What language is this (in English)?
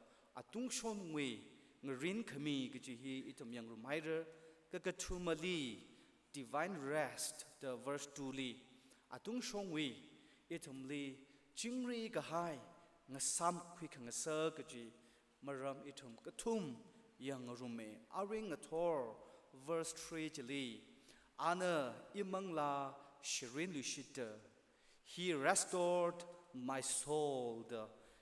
Tangkhul Naga (India)